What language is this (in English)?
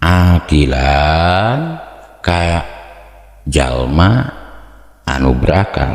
Sundanese